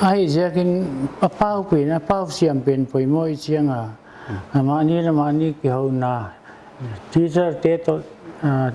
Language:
Paite Chin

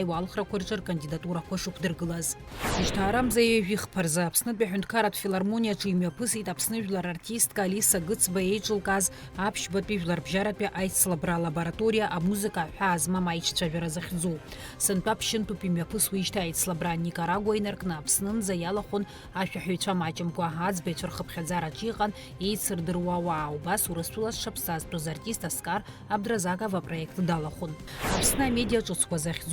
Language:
Abkhazian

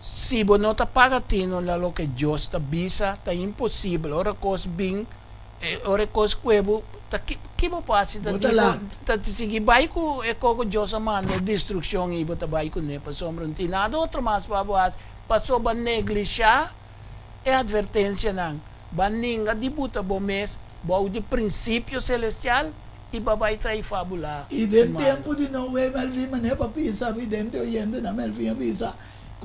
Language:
Papiamento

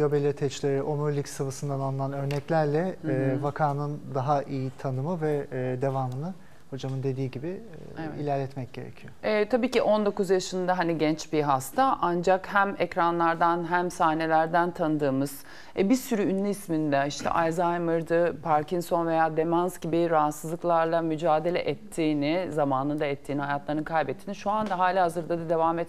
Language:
Turkish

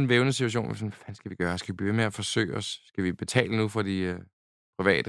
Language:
Danish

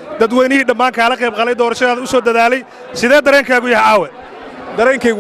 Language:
Somali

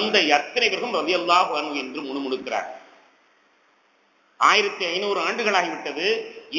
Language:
Tamil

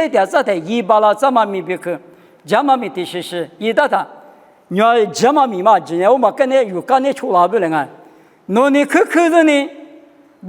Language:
Lisu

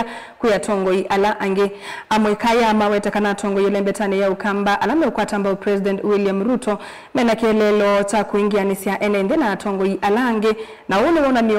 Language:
Kamba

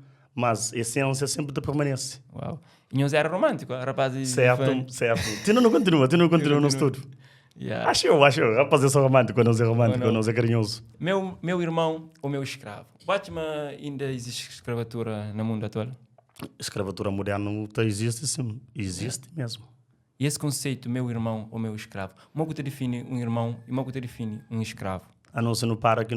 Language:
Kabuverdianu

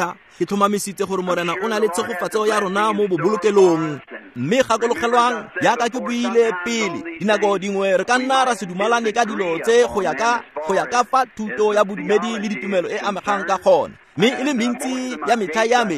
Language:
Tswana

